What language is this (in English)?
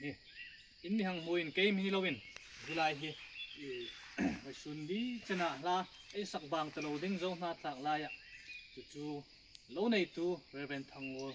Hmar